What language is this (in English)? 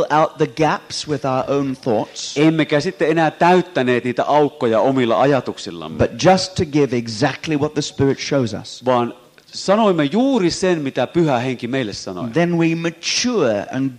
Finnish